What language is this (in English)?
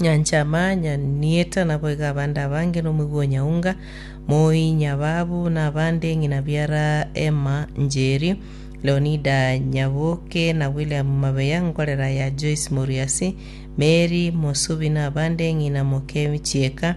Gusii